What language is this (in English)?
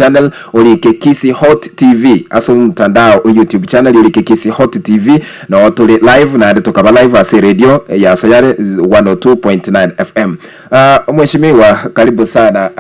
Gusii